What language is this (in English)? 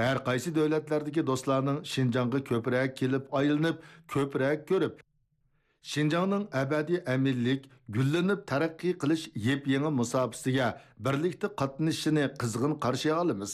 Uyghur